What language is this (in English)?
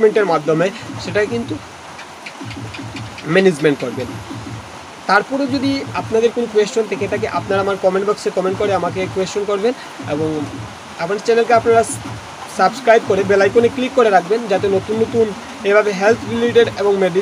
Bangla